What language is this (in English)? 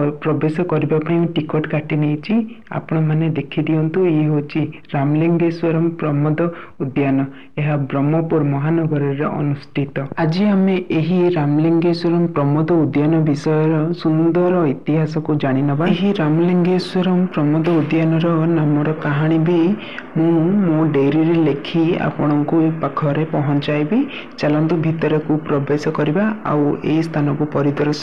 Odia